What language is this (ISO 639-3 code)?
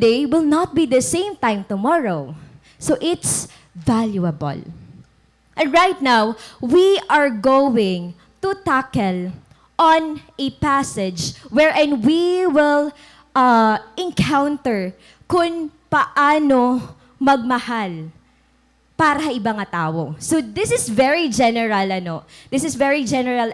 war